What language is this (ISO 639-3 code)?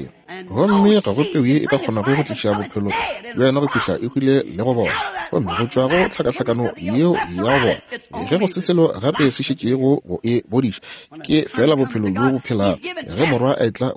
nso